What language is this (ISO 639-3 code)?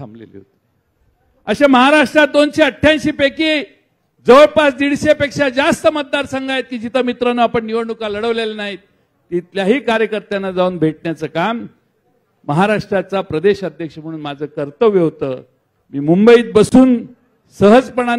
mar